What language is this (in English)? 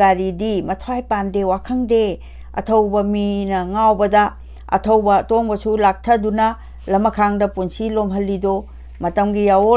Manipuri